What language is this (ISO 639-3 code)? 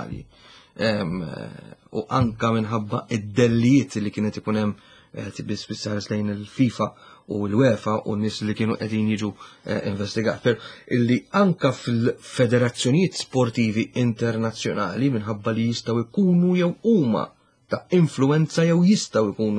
mlt